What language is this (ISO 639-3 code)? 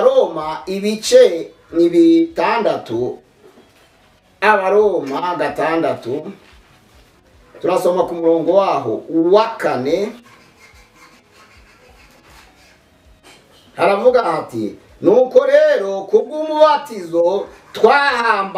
kin